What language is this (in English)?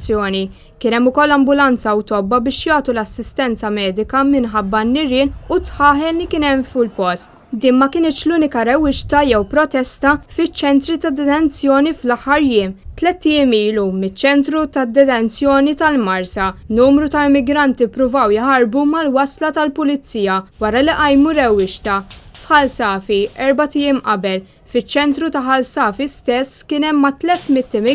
Maltese